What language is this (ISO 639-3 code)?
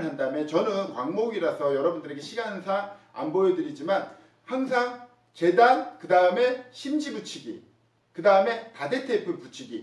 kor